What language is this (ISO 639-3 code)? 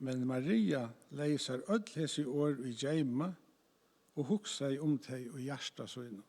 fao